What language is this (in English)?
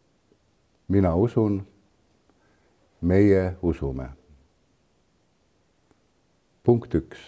Estonian